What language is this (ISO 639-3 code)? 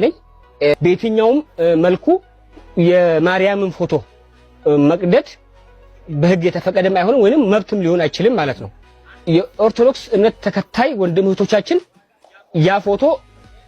amh